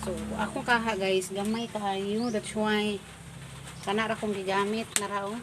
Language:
Cebuano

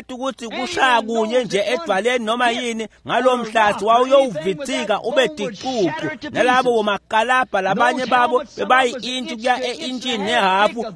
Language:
Swati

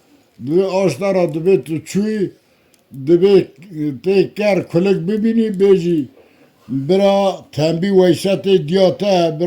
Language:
Kurdish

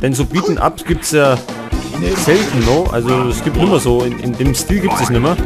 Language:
Bavarian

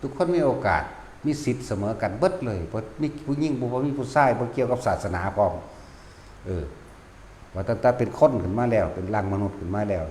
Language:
Northeastern Thai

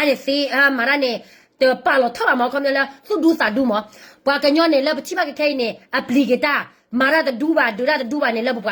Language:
S'gaw Karen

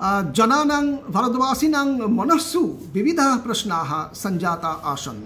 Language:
Sanskrit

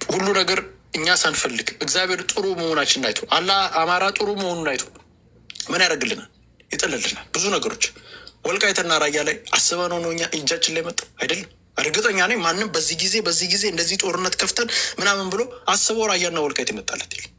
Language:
Amharic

